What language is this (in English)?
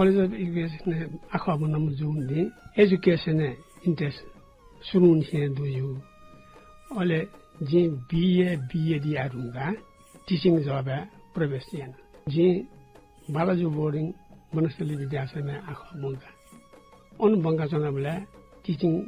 Newari